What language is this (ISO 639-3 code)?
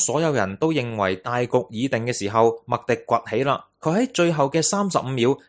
yue